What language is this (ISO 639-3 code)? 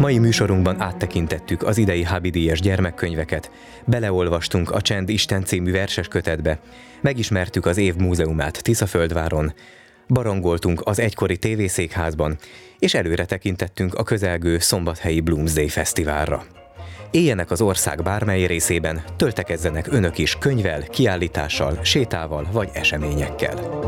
hun